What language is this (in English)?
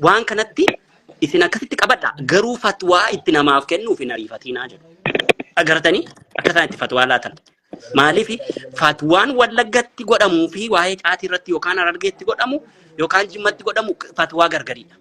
Oromo